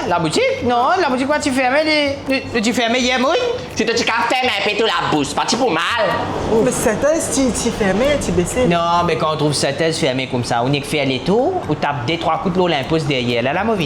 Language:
Morisyen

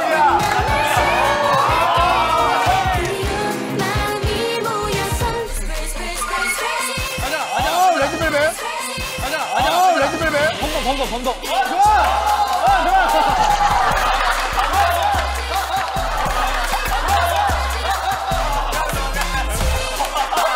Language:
Korean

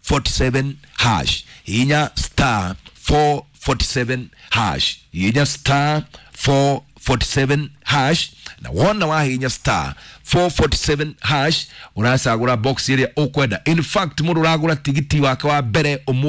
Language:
Kikuyu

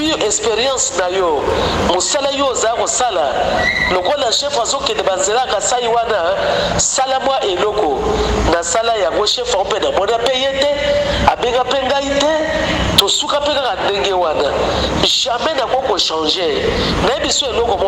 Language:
Lingala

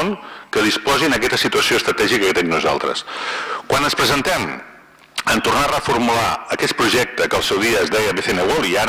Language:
Catalan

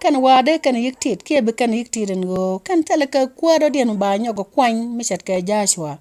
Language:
Nuer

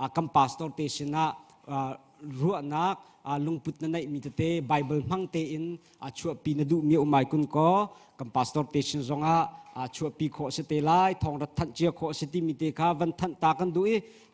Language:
Hakha Chin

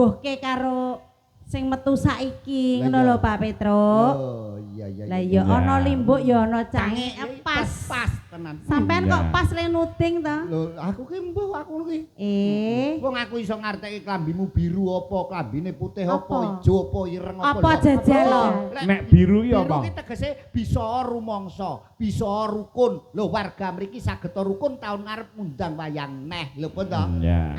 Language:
Javanese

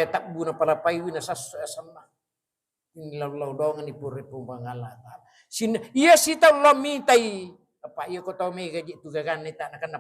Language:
Buginese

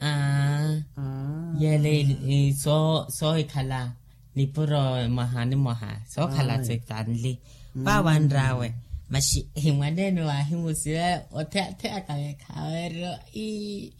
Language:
Makhuwa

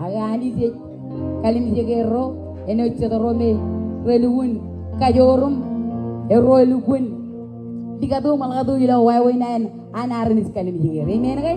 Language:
Marshallese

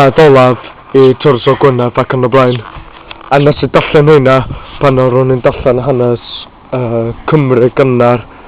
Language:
Welsh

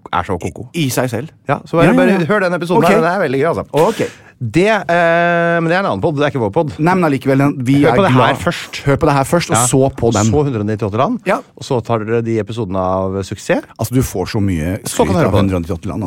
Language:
Norwegian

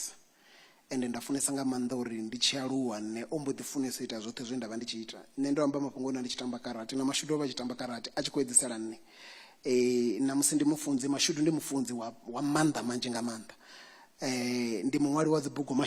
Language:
Venda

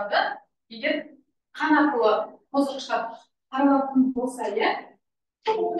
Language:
Kazakh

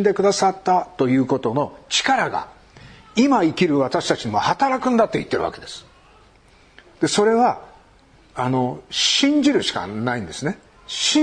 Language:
Japanese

